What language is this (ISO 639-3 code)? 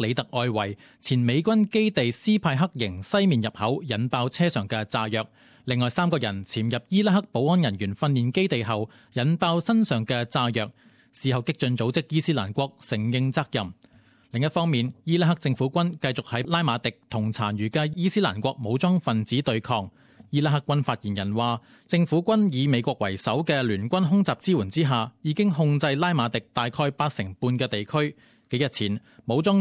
yue